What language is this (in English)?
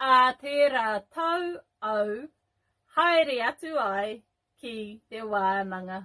Māori